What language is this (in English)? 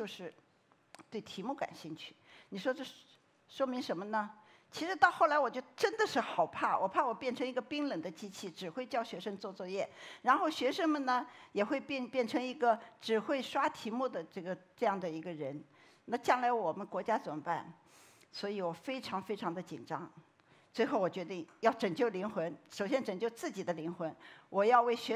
Chinese